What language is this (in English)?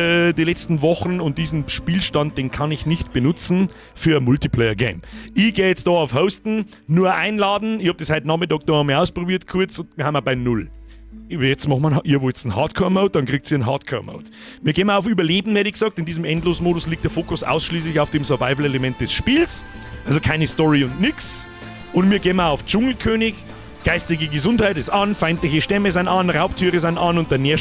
Bavarian